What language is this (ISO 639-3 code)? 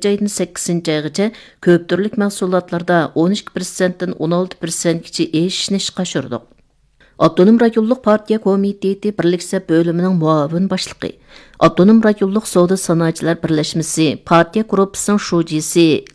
uig